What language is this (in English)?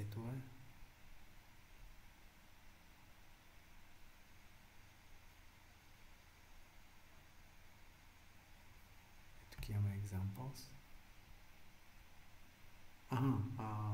Bulgarian